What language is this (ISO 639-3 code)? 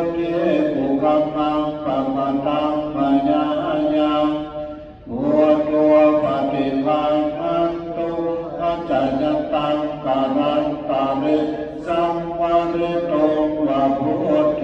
pli